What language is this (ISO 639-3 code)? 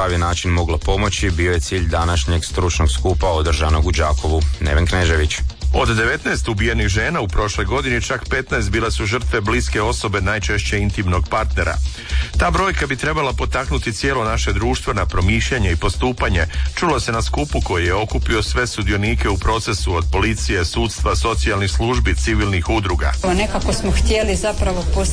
hrv